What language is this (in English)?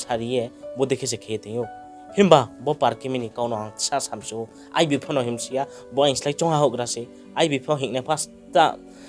Riang (India)